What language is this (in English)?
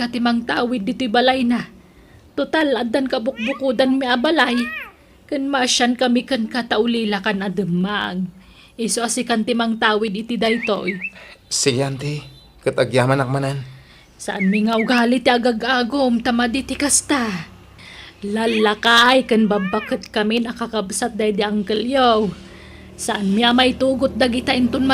Iloko